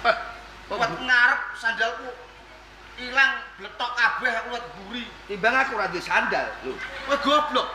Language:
Javanese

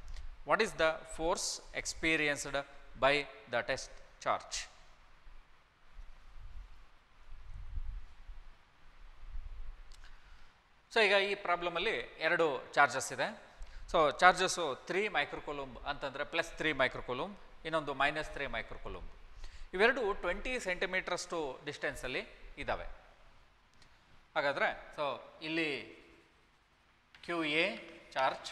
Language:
Kannada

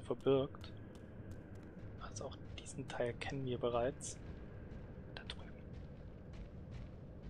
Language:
German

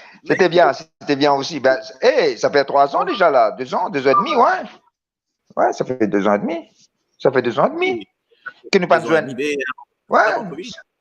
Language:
Morisyen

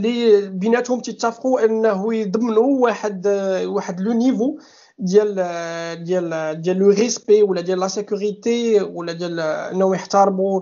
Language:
Moroccan Arabic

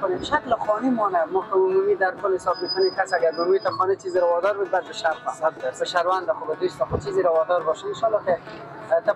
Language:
Persian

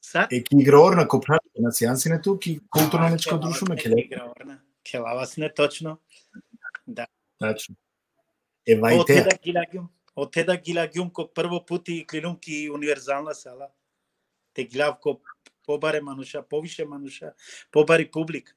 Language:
Balkan Romani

